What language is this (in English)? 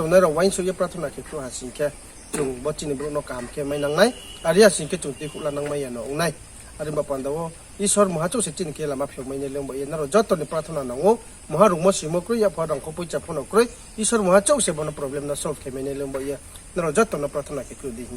Riang (India)